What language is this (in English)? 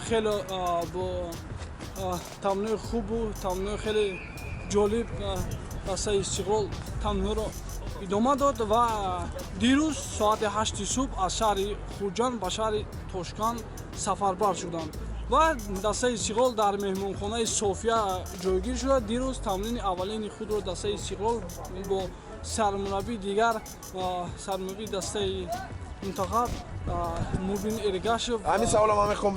Tajik